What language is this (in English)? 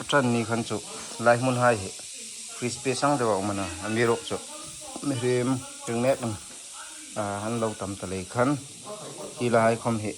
Hmar